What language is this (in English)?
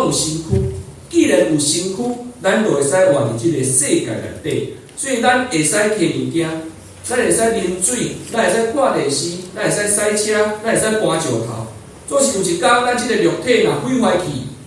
Min Nan Chinese